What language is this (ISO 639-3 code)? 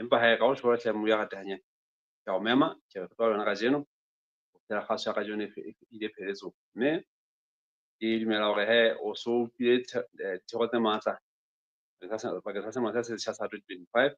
sot